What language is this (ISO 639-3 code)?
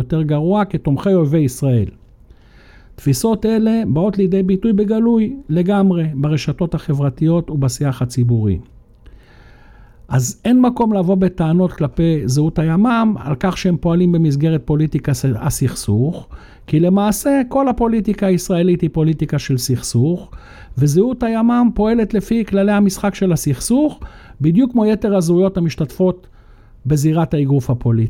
heb